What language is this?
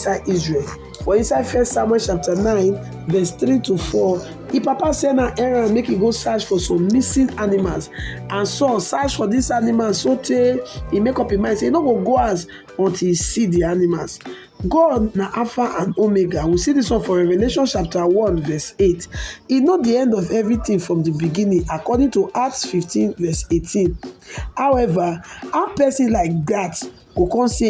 Nigerian Pidgin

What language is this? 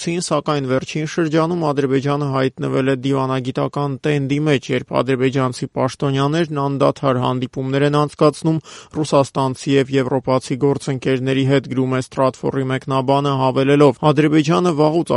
Armenian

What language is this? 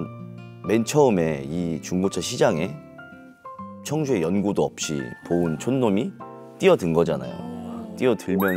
Korean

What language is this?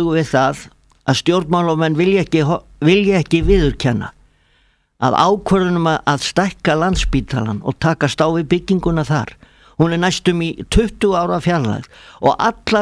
Icelandic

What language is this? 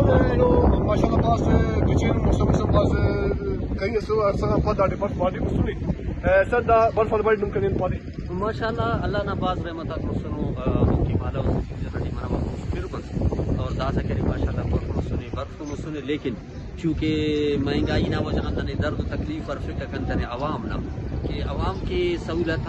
Brahui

